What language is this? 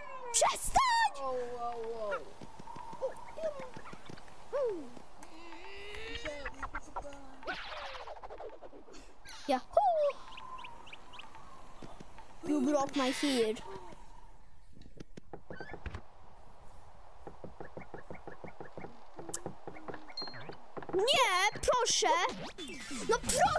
Polish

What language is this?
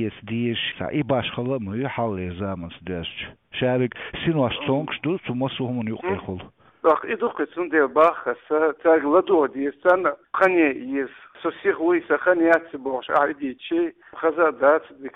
Chechen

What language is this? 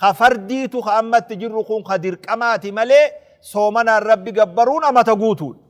Oromo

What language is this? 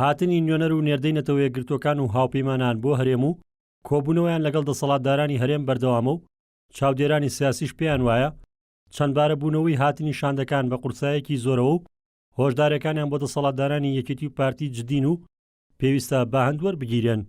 Central Kurdish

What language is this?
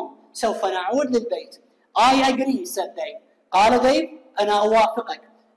Arabic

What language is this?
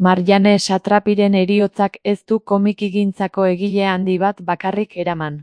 Basque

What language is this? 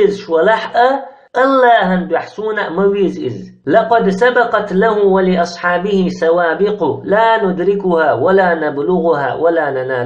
Chechen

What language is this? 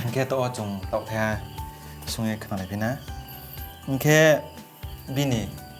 Riang (India)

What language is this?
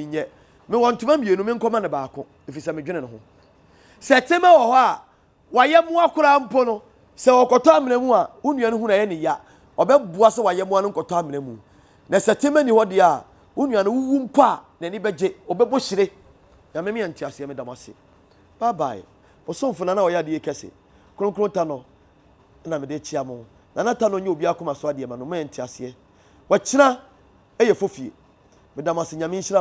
Akan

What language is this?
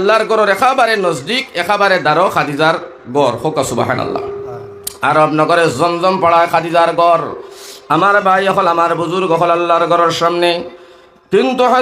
Sylheti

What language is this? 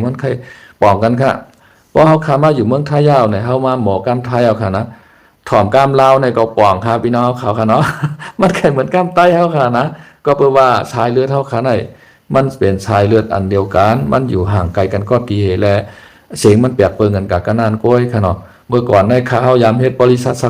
Shan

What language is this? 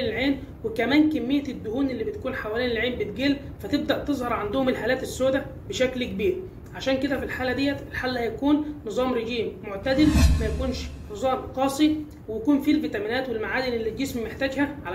Egyptian Arabic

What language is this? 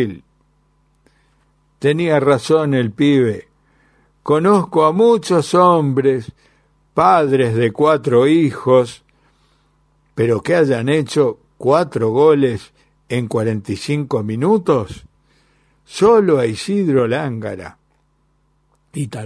Spanish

